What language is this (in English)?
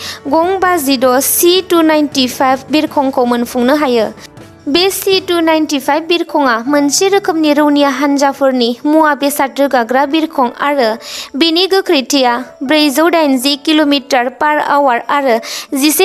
Bodo